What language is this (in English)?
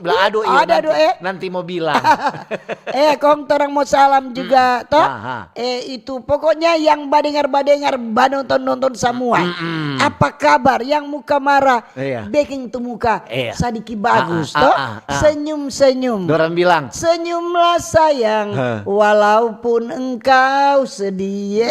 Manado Malay